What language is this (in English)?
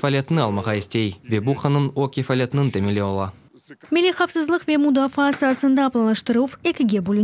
Crimean Tatar